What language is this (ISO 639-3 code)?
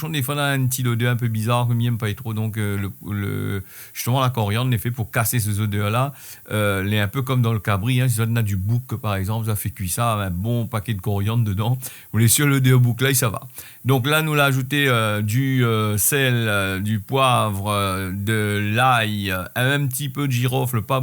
rcf